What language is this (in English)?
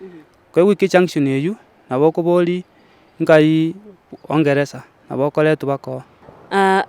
Gusii